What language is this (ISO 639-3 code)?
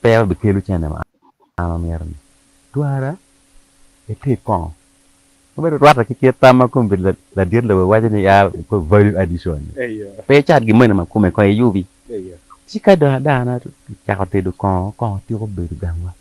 ach